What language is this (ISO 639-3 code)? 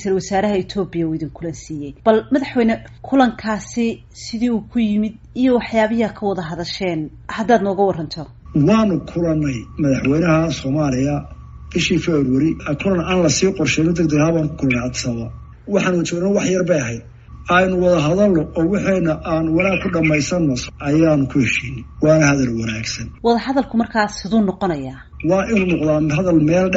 som